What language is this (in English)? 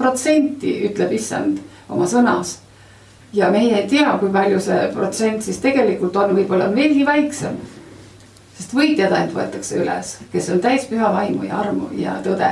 Estonian